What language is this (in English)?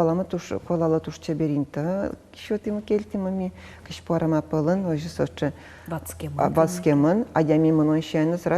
Udmurt